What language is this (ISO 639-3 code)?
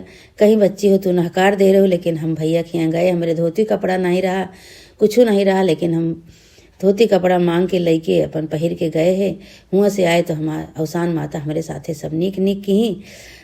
awa